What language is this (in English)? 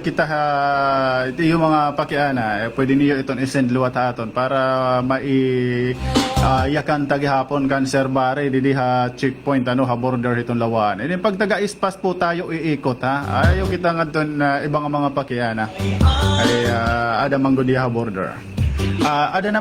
Waray